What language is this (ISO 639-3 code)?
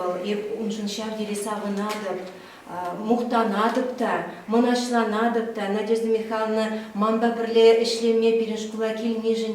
chv